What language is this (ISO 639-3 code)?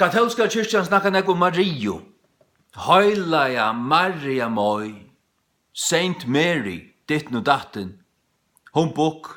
fao